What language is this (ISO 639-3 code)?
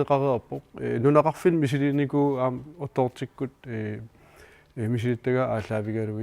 kal